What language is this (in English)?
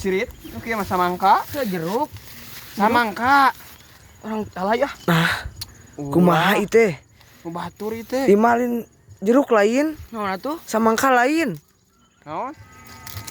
Sundanese